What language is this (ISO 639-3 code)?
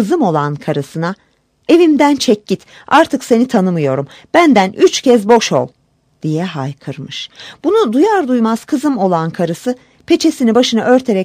tur